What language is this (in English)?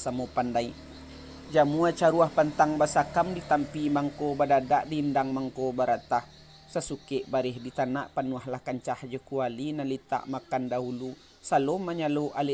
Minangkabau